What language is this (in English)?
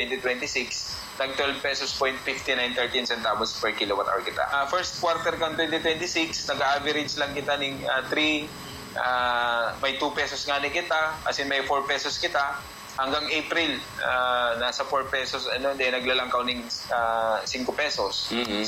Bikol